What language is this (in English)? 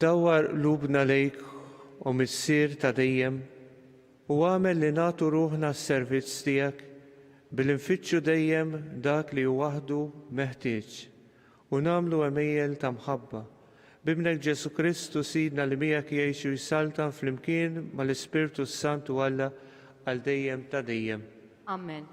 Maltese